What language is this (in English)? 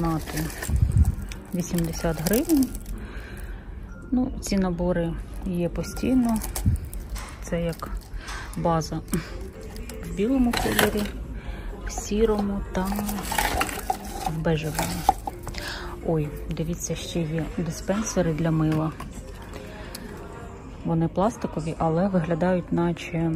Ukrainian